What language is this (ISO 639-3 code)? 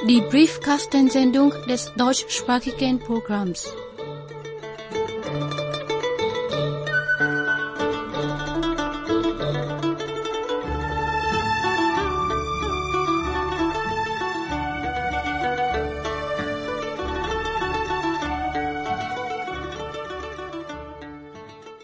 deu